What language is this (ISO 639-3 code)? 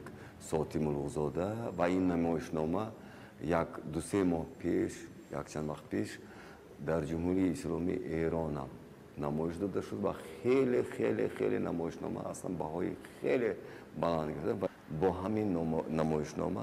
tgk